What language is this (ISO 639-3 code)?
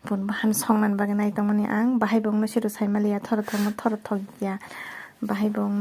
trp